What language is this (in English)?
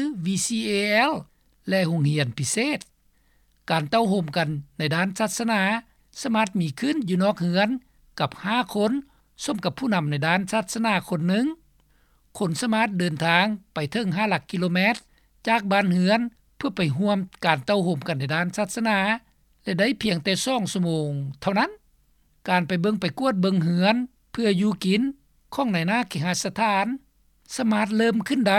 Lao